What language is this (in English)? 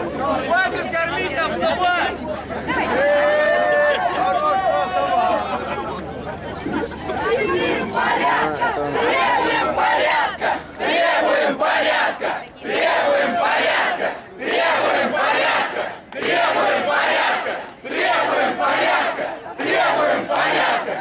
Russian